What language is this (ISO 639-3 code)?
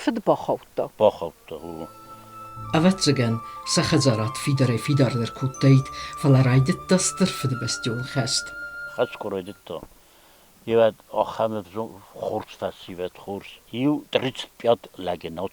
oss